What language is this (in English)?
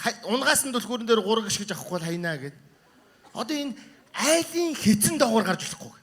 Mongolian